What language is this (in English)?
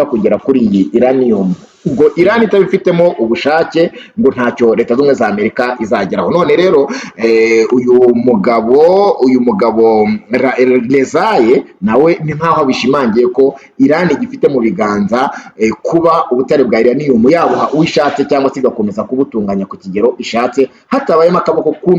Kinyarwanda